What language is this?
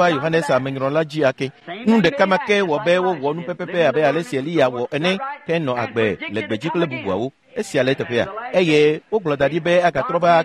Ewe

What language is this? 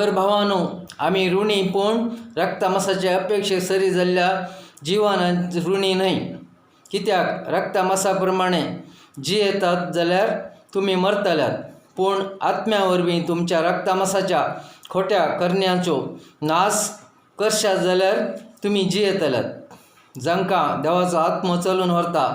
Konkani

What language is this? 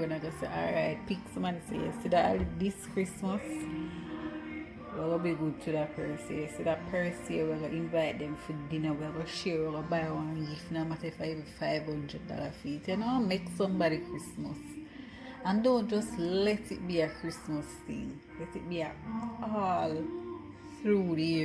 Jamaican Creole English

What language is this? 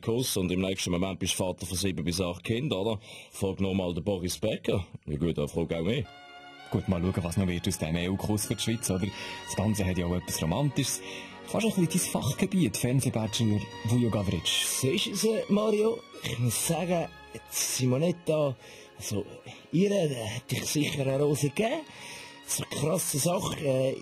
Swiss German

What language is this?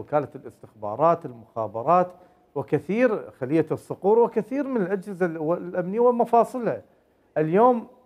Mesopotamian Arabic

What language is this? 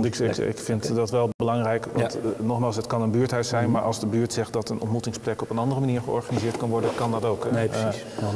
Dutch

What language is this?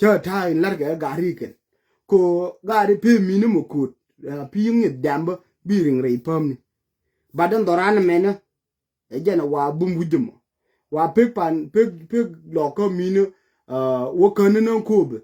Nuer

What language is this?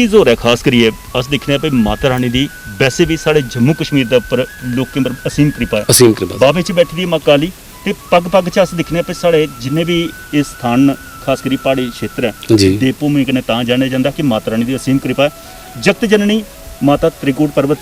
Dogri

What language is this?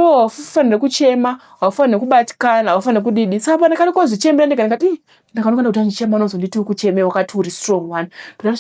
Shona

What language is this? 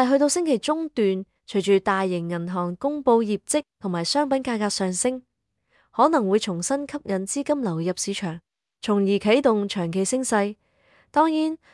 Cantonese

